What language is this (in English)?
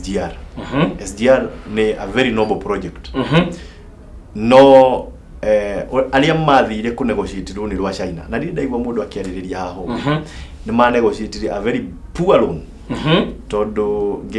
Kikuyu